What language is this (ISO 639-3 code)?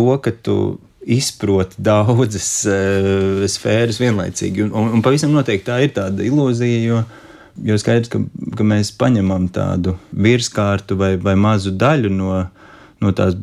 lav